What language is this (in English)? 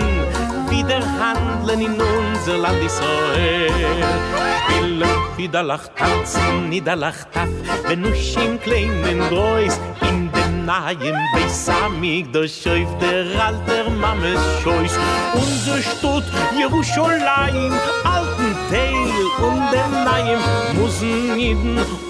Estonian